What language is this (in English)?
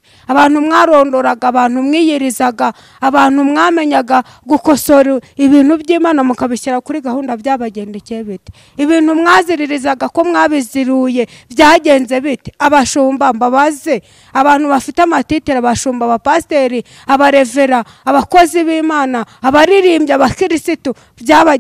Kinyarwanda